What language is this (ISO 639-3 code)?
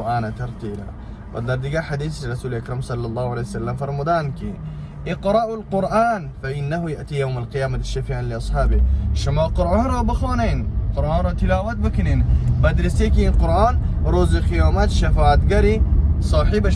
tgk